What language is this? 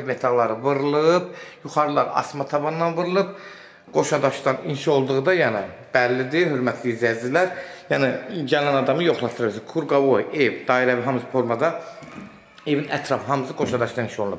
Azerbaijani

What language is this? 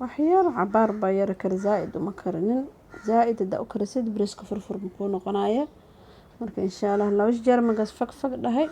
Somali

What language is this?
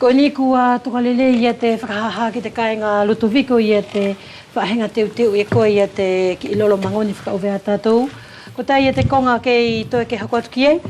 Wallisian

